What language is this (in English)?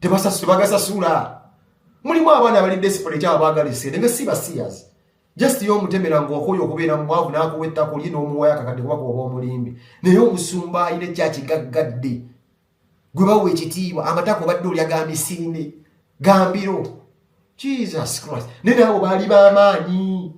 Ganda